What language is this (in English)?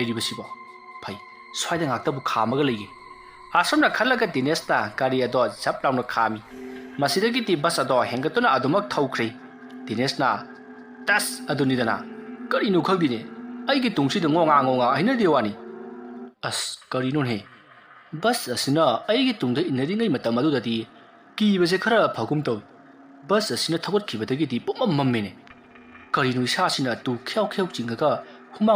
Manipuri